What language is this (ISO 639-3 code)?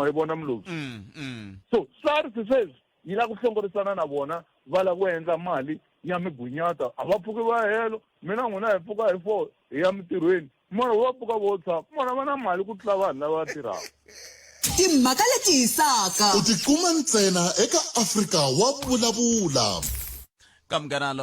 tso